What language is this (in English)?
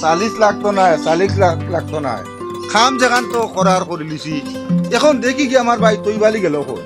Sylheti